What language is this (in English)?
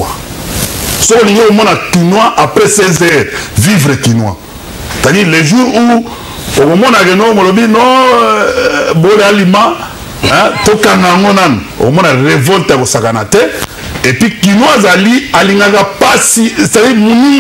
Lingala